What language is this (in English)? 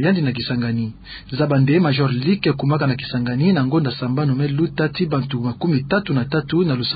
Kituba (Democratic Republic of Congo)